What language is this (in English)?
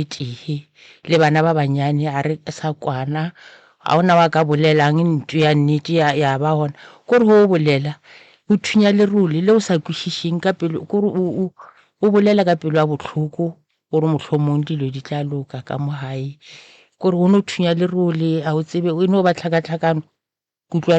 Northern Sotho